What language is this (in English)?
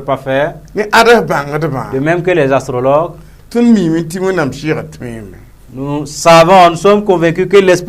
Mossi